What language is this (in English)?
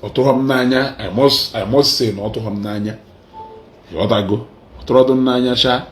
Igbo